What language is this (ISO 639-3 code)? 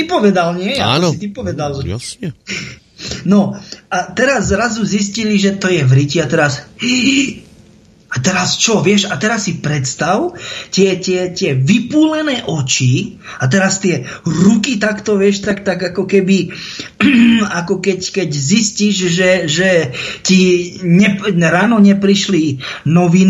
slk